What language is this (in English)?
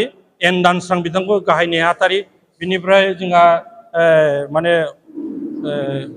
Bodo